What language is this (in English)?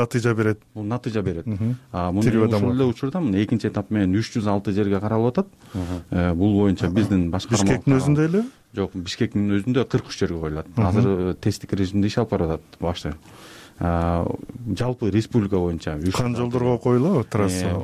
Kyrgyz